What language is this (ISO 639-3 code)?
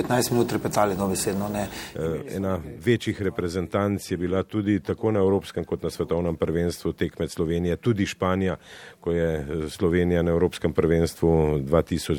slv